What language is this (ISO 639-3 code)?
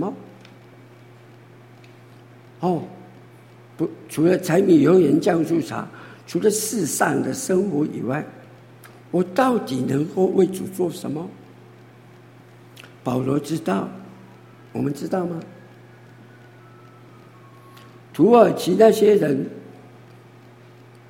zho